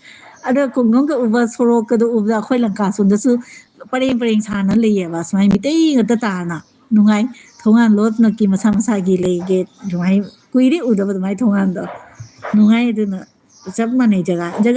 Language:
Manipuri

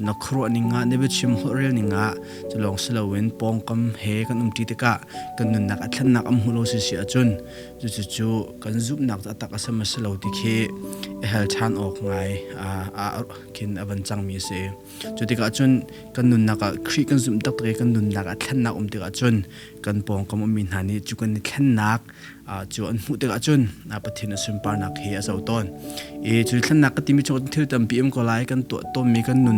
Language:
Hakha Chin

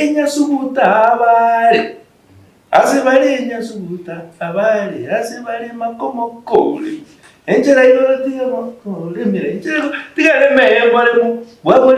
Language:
Gusii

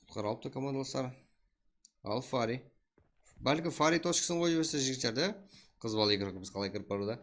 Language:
Kara-Kalpak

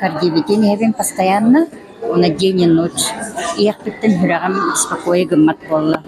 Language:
Yakut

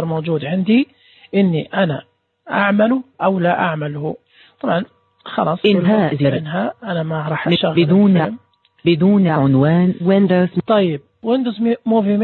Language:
Najdi Arabic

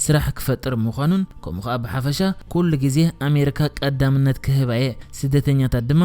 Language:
Tigrinya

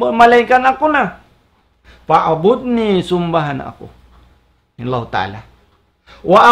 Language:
Tausug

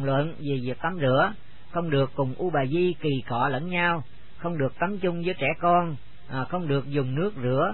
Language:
Vietnamese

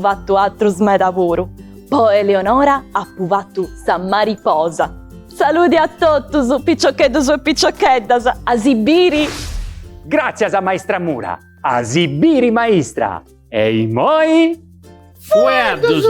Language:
Sardinian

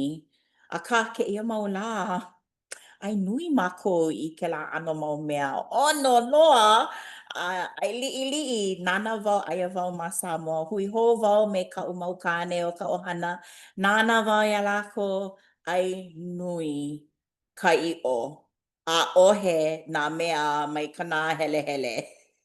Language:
Hawaiian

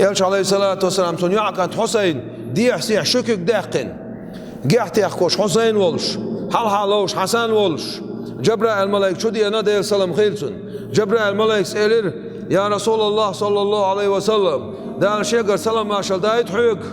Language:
Chechen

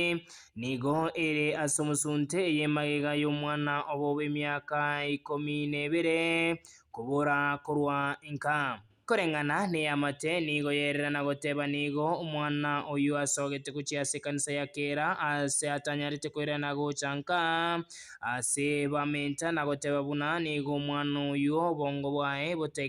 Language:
Gusii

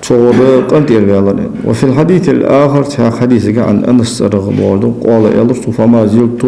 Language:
Ingush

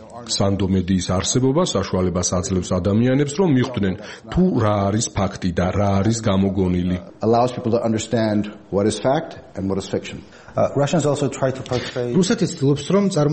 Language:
Georgian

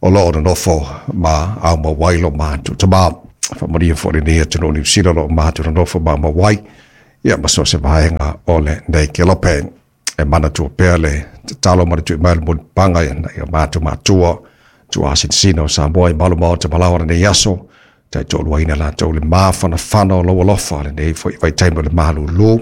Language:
Samoan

